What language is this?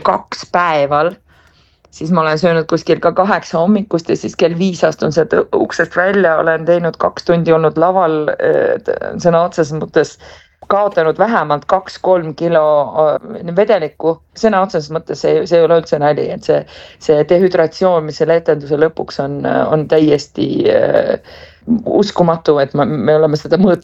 Estonian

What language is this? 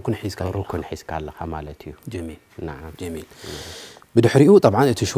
Tigrinya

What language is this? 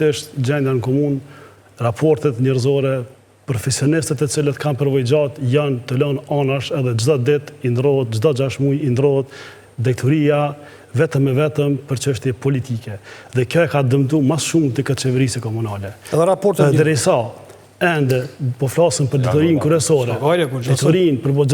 Albanian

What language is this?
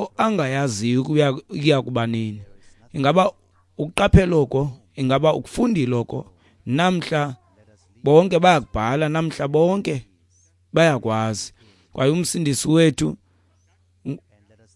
Xhosa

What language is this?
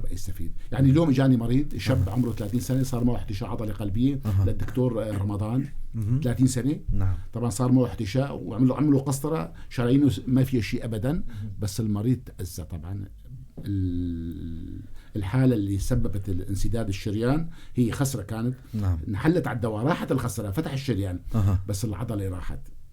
North Levantine Arabic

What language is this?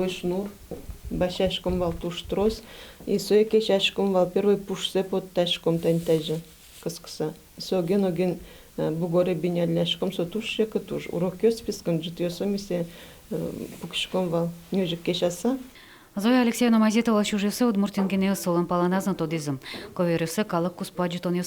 Udmurt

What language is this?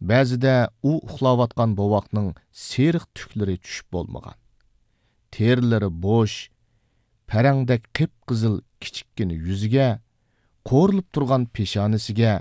Uyghur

